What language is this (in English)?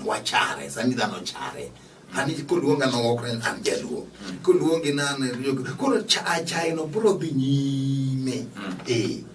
Luo (Kenya and Tanzania)